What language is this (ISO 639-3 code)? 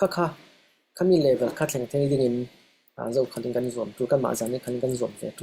cfm